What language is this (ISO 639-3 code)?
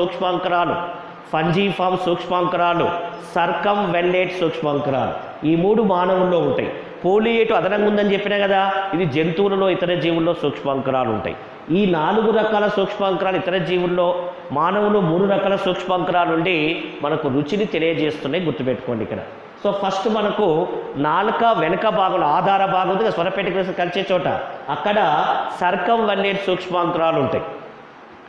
tel